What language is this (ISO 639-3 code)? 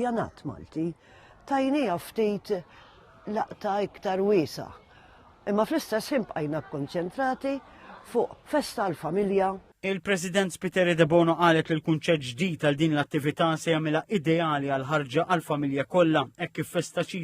mlt